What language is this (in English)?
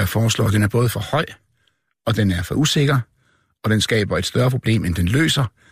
Danish